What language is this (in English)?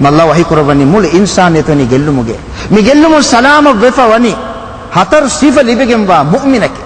Divehi